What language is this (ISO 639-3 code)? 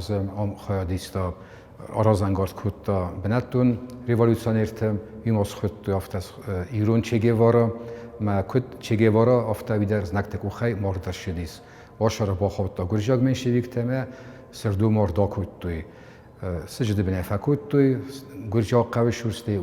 oss